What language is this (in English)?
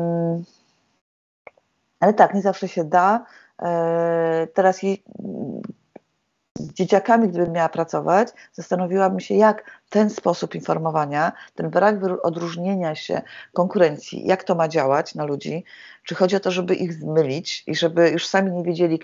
Polish